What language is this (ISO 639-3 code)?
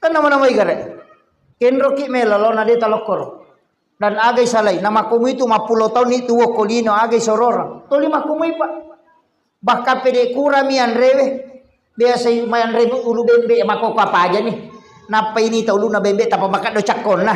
bug